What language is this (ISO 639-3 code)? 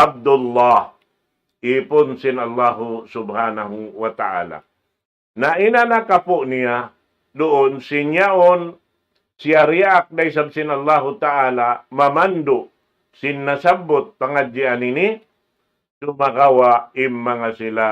tsg